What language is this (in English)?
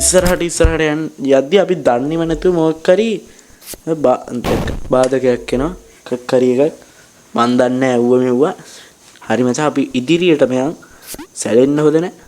Sinhala